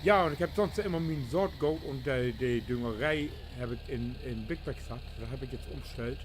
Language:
Low German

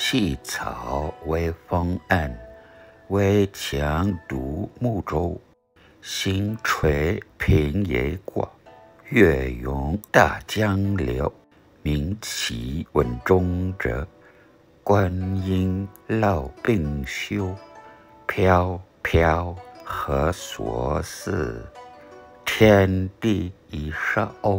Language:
Low German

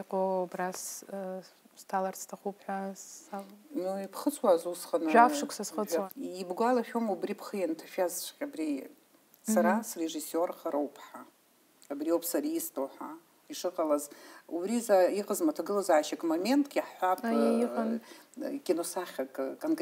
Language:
Abkhazian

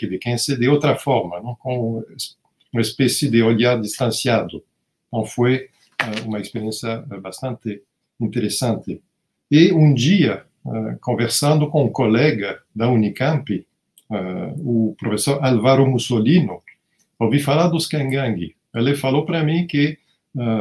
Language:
Portuguese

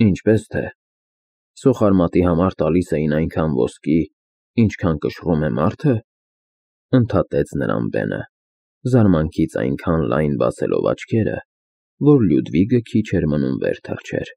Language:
Armenian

